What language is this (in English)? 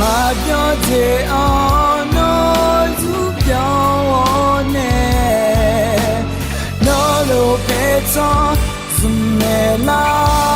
Akha